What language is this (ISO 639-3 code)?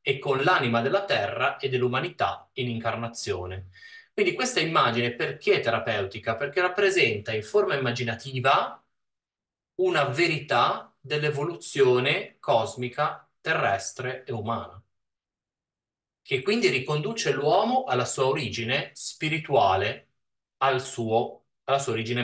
ita